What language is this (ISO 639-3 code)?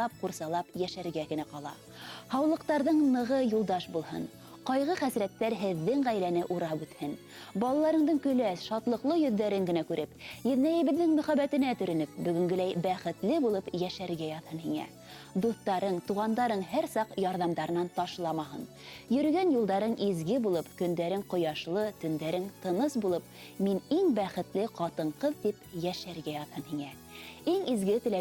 bak